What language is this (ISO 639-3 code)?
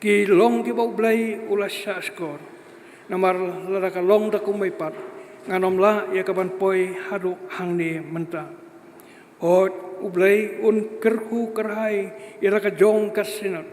kha